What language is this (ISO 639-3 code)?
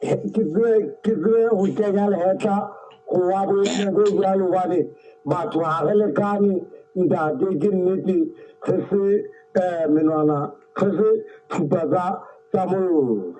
sot